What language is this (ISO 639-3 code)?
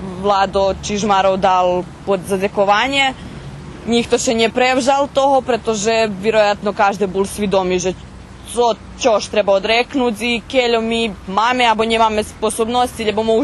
rue